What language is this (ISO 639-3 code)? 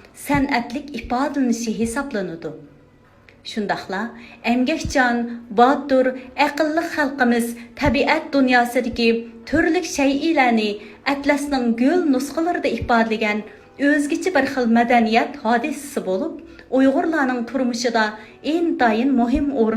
uig